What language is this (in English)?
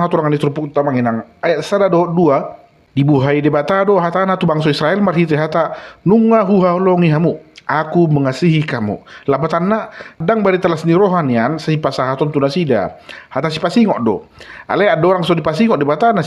Batak Toba